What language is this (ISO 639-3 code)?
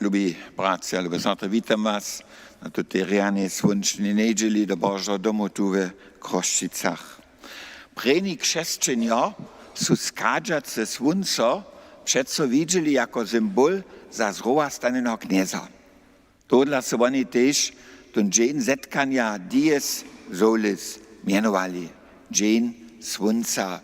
hsb